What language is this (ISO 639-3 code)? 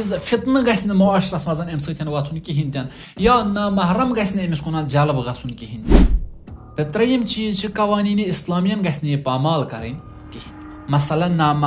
kas